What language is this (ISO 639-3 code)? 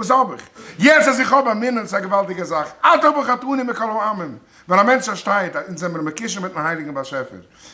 yid